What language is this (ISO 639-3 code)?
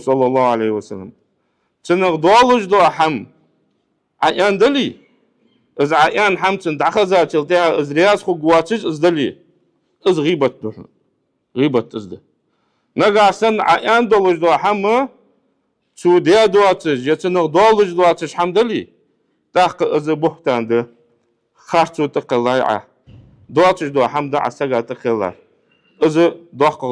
inh